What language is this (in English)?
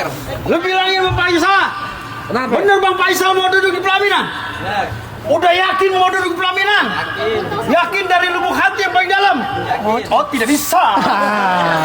Betawi